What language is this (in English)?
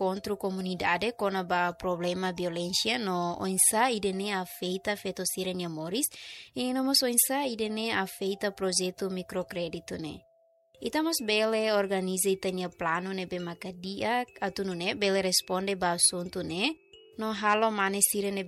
Tetum